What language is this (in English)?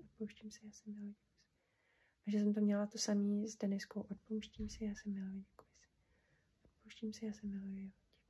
Czech